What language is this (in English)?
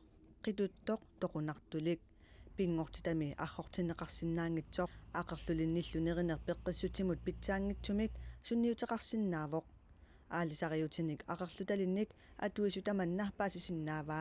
Kalaallisut